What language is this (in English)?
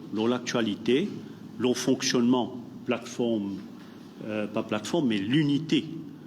Morisyen